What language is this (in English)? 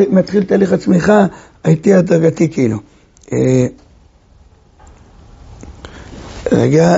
Hebrew